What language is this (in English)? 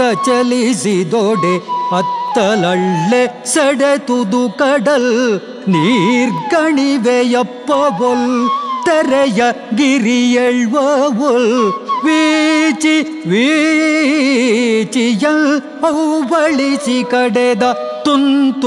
Kannada